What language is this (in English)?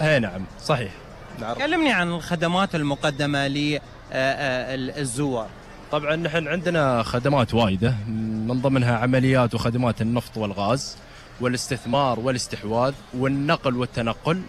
Gulf Arabic